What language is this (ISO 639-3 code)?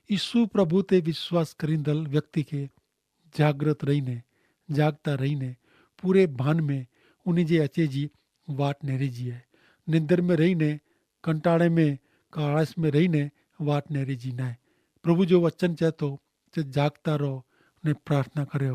kfr